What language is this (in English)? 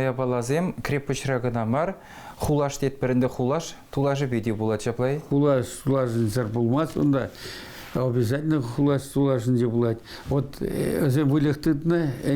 Chuvash